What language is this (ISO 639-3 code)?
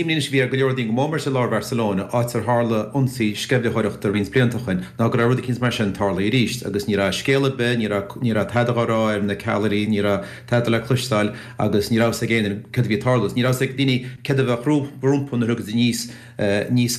gle